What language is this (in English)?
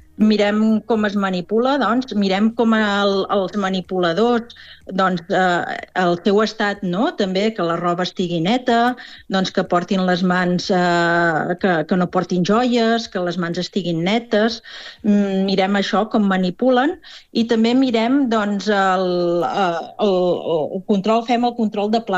Catalan